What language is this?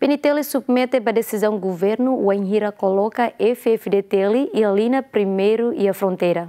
Tetum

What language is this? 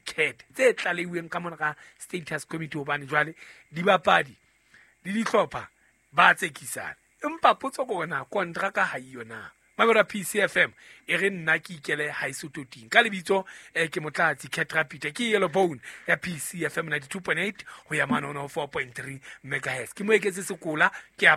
Southern Sotho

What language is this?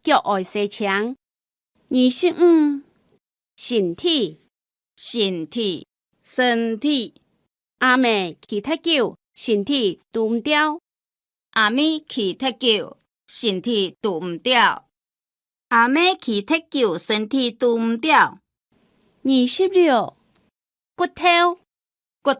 Hakka Chinese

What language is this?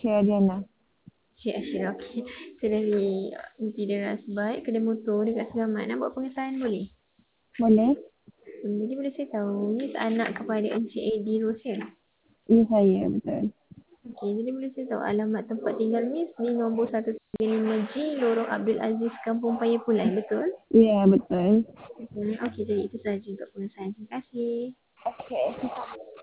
Malay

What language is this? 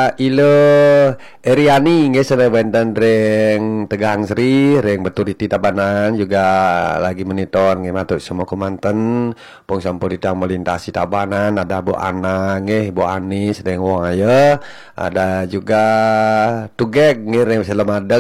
Balinese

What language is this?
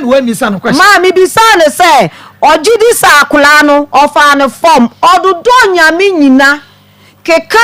Akan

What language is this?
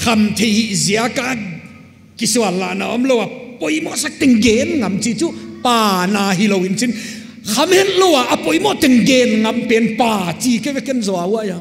Paite Chin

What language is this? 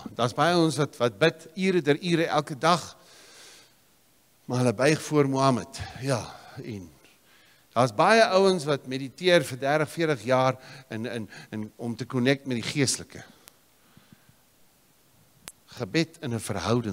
Afrikaans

